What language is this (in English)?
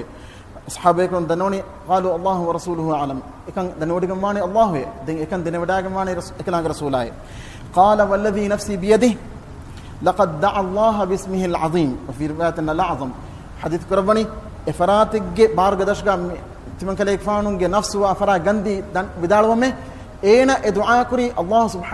Divehi